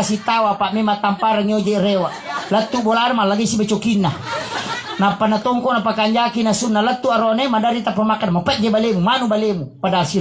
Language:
Buginese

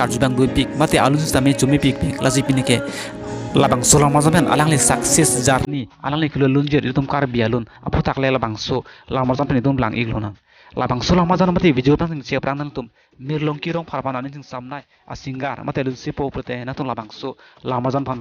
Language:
Karbi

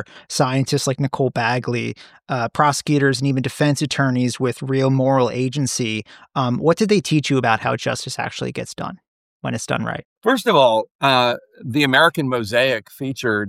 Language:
English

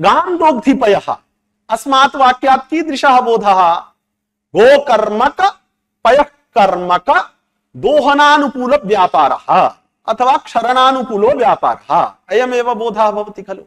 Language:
Sanskrit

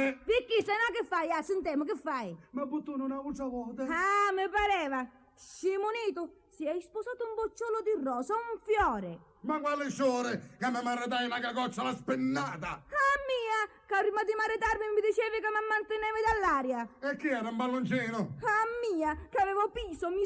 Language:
Sicilian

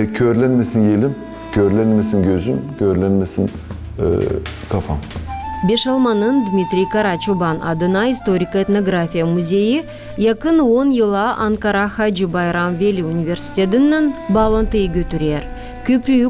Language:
Gagauz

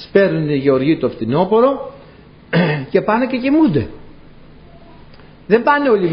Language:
Greek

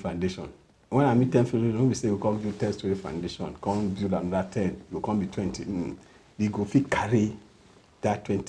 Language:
Nigerian Pidgin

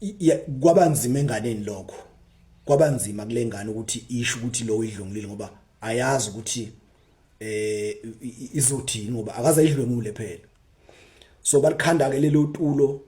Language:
Zulu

